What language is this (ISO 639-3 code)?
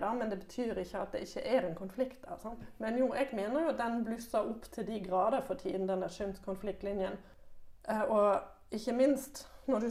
nor